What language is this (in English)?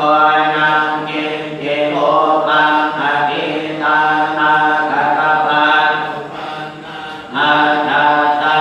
Pali